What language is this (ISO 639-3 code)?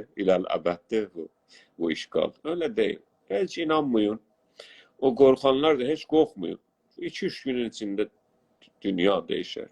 azb